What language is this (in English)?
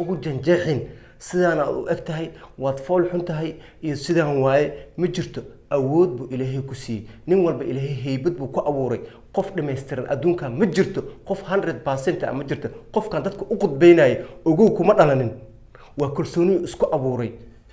Somali